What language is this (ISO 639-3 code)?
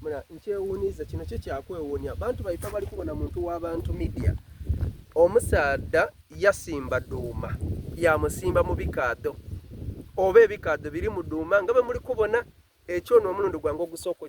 xog